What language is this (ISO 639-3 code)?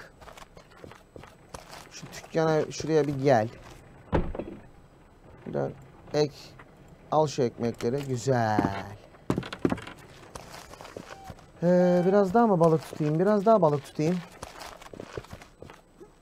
tur